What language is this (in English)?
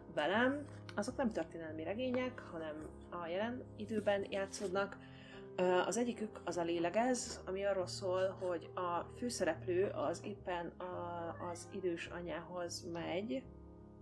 Hungarian